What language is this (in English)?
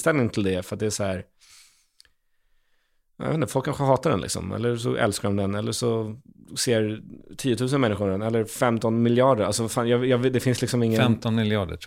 Swedish